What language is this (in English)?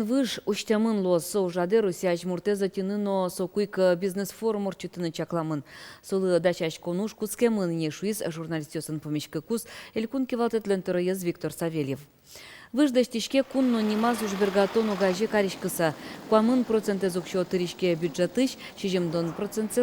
Udmurt